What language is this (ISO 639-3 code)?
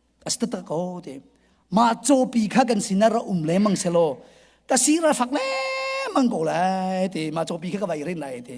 cnh